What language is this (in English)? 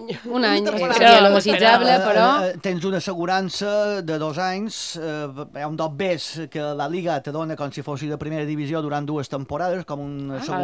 Catalan